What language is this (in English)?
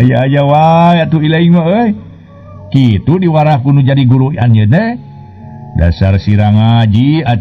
Sundanese